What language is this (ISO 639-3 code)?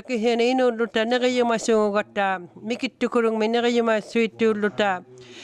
iku